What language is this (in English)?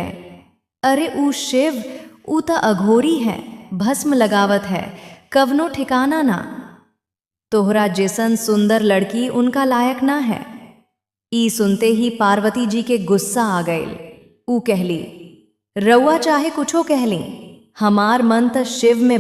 Bhojpuri